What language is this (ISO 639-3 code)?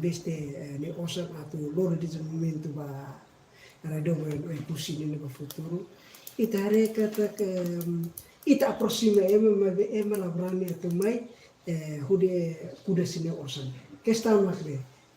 tet